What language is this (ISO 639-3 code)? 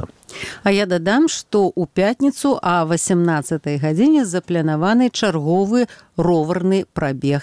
bel